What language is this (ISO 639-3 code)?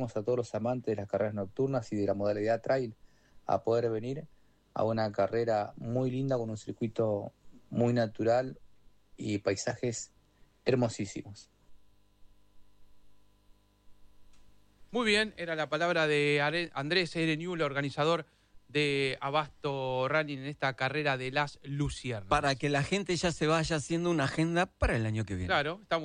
spa